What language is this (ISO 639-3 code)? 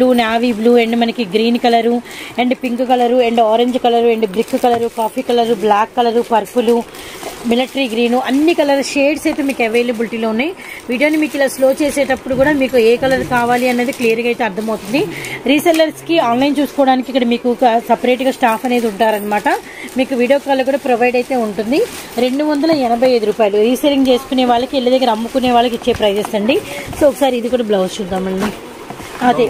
tel